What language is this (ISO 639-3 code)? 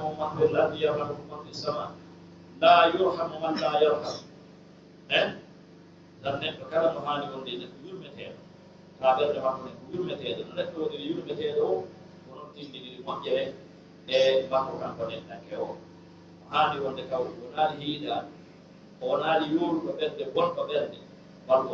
ful